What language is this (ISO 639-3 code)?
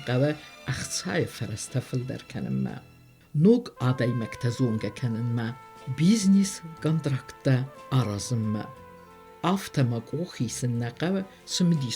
oss